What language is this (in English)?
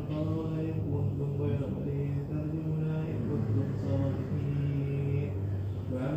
Arabic